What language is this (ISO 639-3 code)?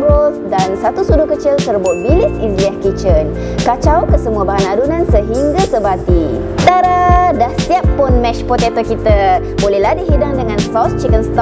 msa